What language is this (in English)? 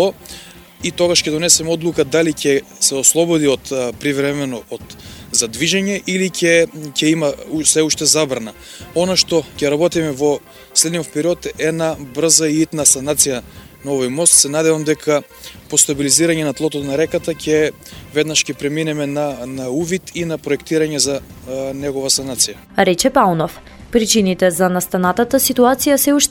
Macedonian